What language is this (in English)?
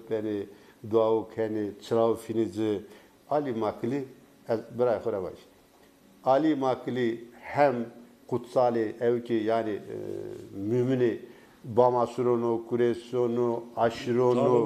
Zaza